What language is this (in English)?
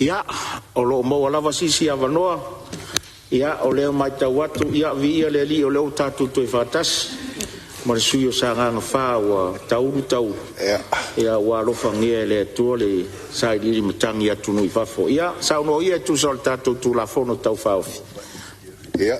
Samoan